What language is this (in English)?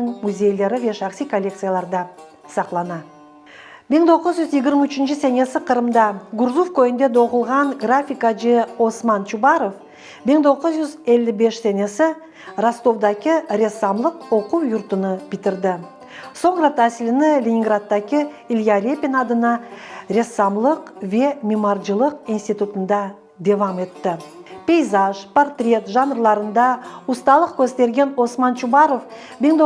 Crimean Tatar